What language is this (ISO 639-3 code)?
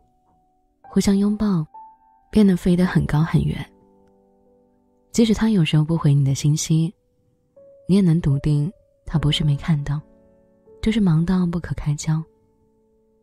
zho